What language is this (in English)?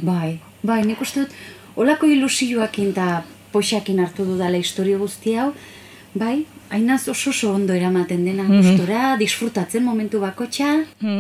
Basque